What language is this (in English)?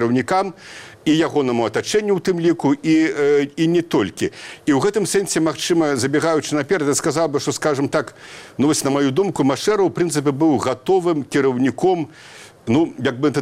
Belarusian